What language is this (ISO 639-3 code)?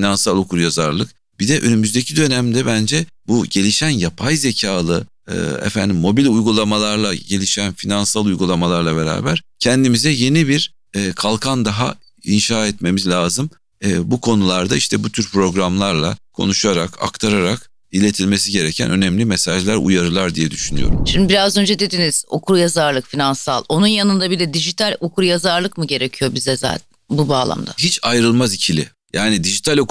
tur